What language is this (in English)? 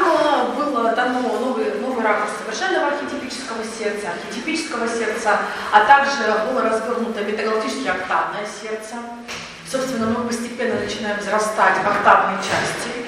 Russian